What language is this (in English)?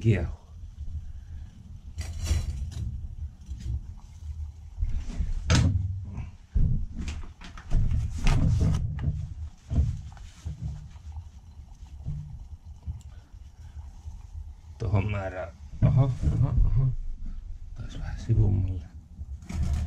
Finnish